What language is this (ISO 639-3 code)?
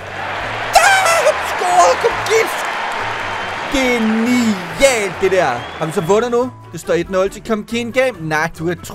dan